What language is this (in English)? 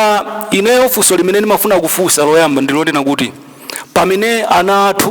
Nyanja